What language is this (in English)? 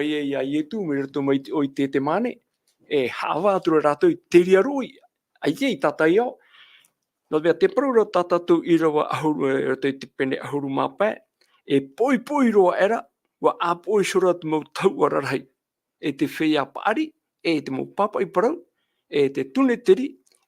Tahitian